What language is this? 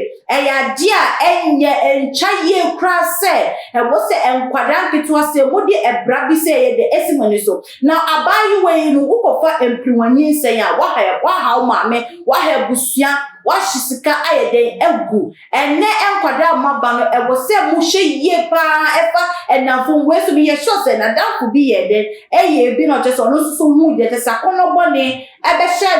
Akan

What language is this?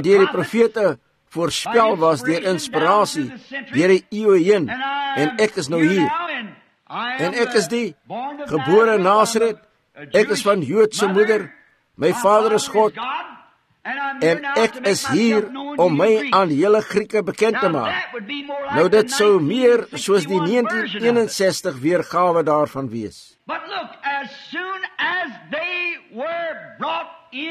Afrikaans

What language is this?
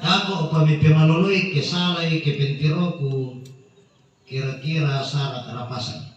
Toraja-Sa'dan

